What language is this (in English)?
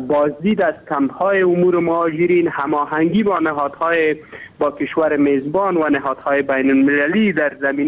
Persian